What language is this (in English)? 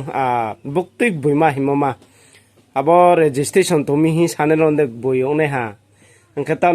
Riang (India)